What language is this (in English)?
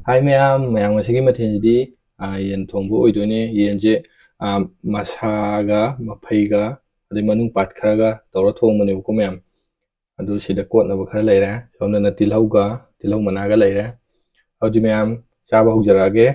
Manipuri